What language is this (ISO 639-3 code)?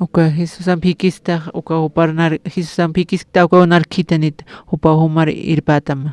aym